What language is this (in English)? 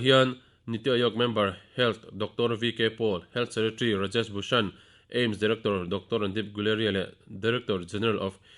Mizo